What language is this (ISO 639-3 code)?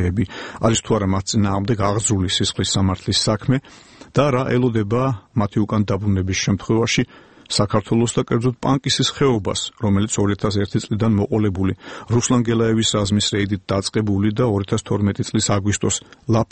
kat